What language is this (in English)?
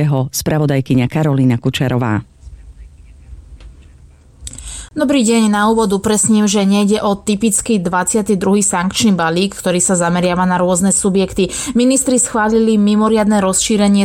Slovak